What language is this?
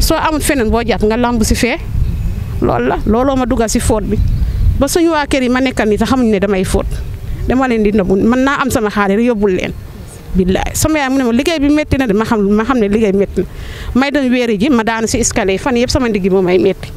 Wolof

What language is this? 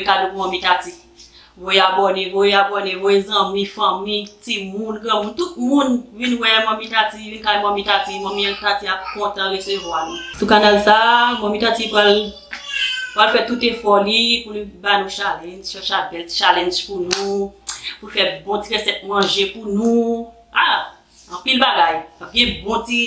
Haitian Creole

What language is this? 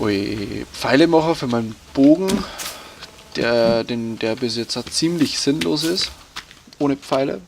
Bavarian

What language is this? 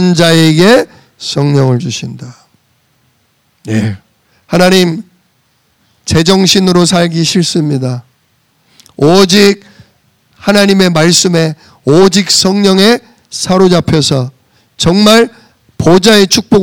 Korean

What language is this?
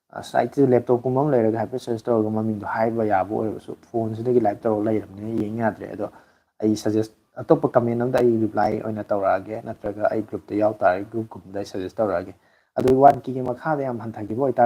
Manipuri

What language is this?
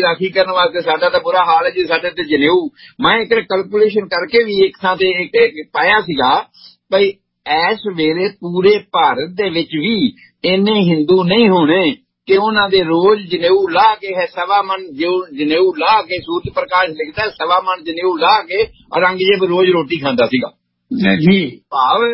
Punjabi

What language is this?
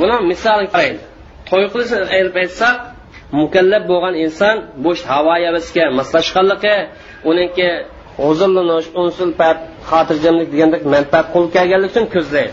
Uyghur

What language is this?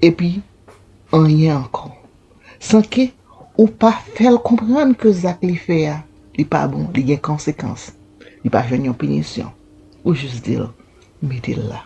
Haitian Creole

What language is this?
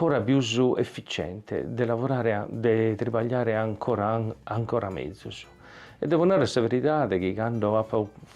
Sardinian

